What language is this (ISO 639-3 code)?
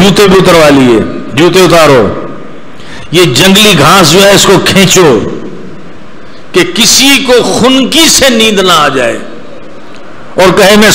urd